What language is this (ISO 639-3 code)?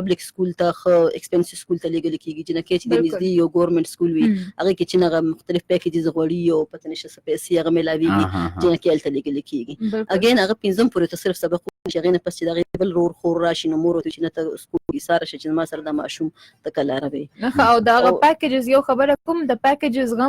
pus